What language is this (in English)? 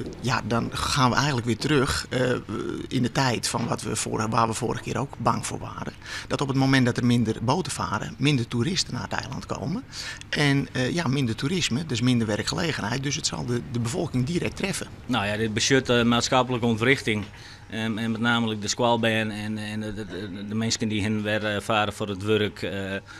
Western Frisian